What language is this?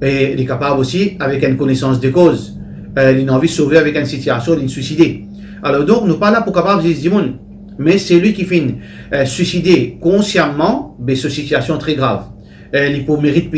Morisyen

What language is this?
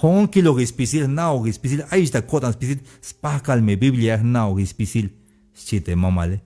Tzeltal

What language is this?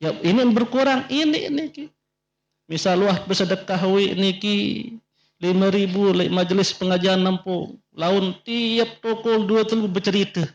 Sasak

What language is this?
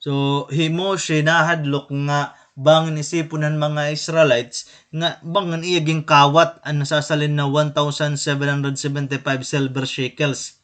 Waray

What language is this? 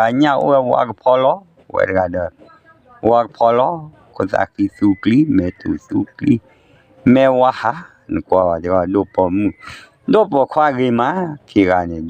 S'gaw Karen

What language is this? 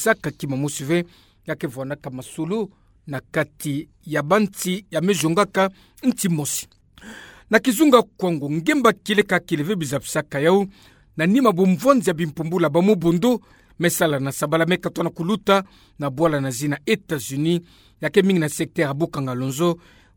Kituba (Democratic Republic of Congo)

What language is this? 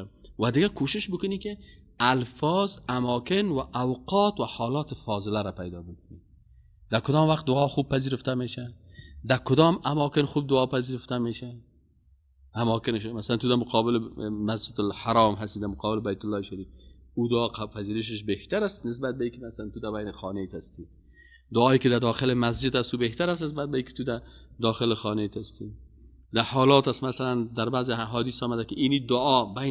Persian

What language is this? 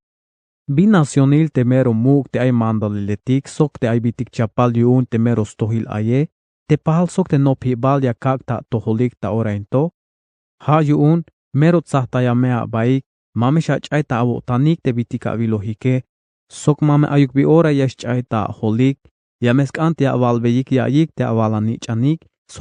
Tzeltal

